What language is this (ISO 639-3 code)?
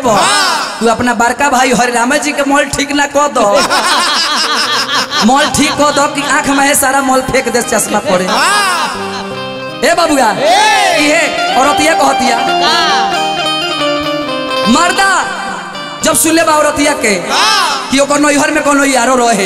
bho